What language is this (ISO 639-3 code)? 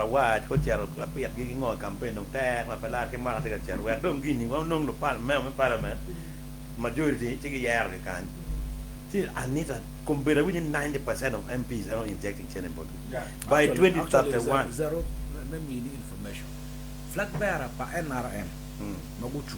ach